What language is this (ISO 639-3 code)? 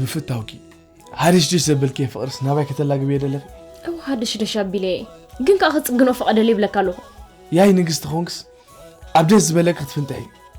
tir